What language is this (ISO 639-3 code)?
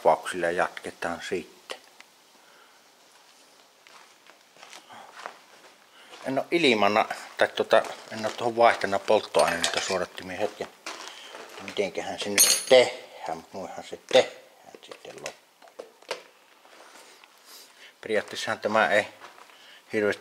fin